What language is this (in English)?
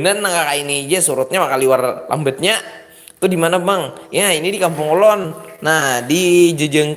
Banjar